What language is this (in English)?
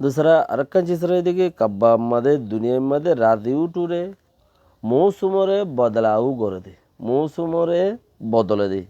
Rohingya